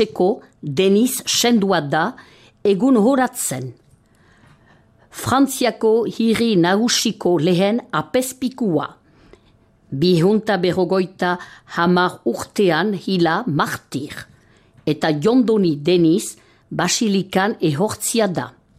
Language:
Basque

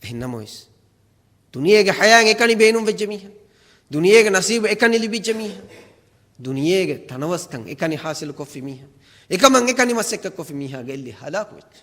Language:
Divehi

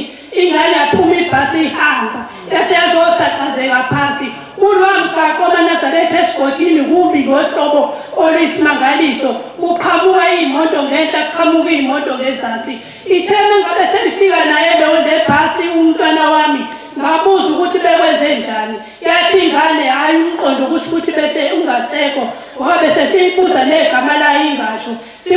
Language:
Zulu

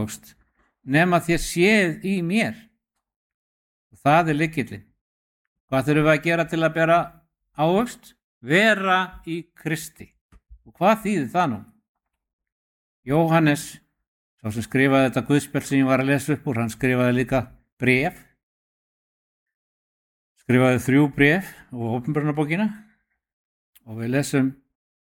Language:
Icelandic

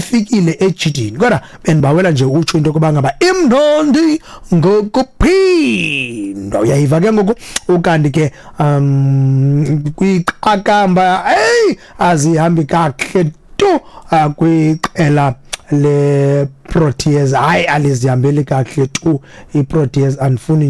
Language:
Xhosa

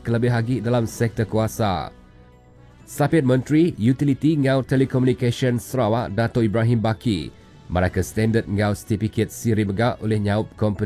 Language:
Iban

